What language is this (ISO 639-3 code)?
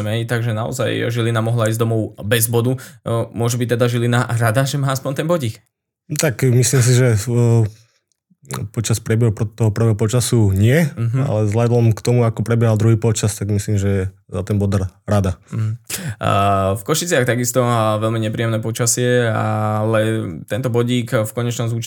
slk